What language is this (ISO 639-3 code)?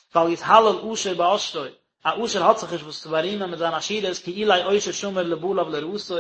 yid